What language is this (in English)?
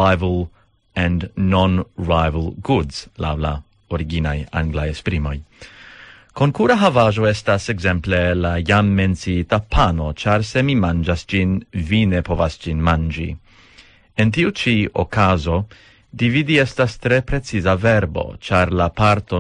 Esperanto